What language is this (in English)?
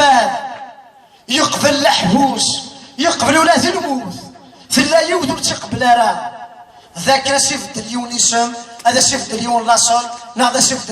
Kabyle